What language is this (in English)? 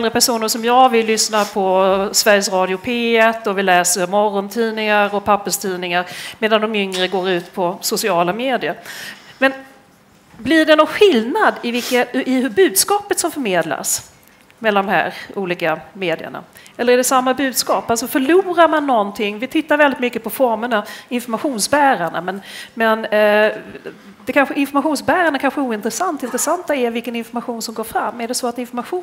Swedish